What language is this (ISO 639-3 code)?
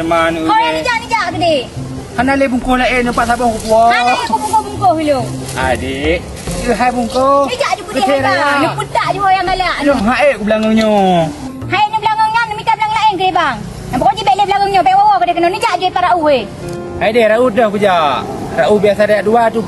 ace